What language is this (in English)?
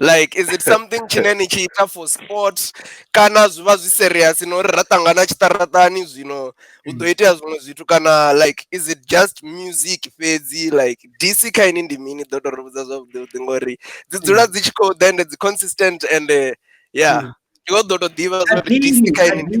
Venda